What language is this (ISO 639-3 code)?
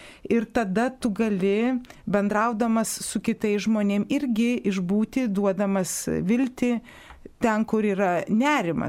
lit